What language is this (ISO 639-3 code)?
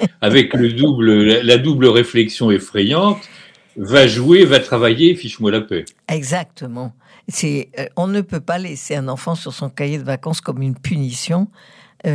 fra